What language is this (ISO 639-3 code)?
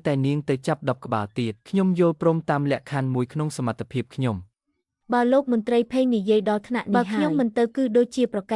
khm